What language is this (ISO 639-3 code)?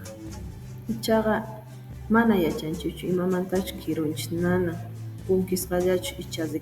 que